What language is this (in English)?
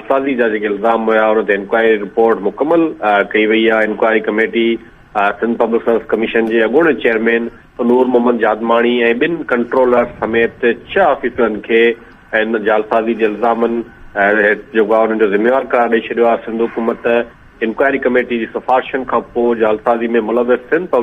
Sindhi